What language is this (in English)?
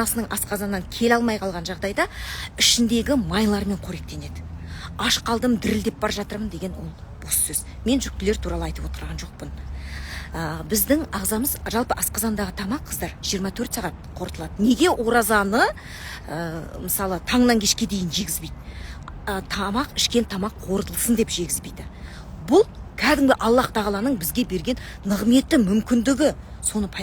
Kazakh